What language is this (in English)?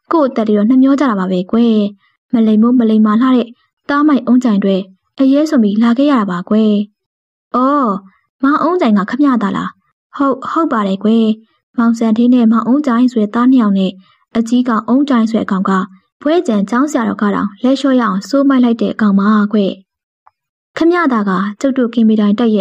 Burmese